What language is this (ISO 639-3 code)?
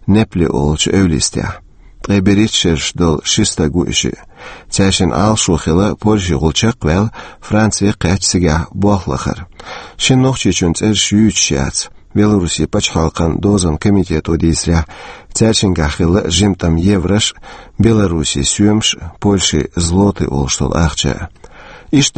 che